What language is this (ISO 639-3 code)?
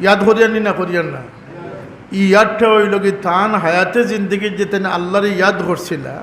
syl